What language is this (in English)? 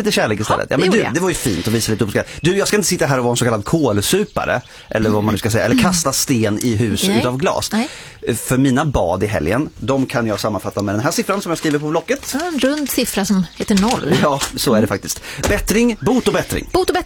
Swedish